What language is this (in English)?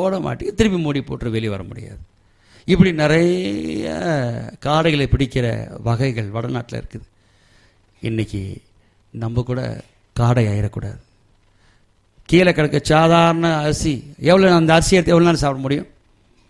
Tamil